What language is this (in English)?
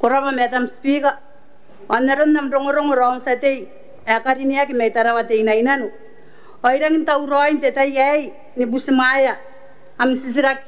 Gilbertese